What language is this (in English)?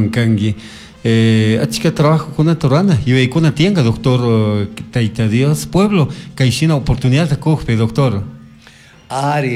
Chimborazo Highland Quichua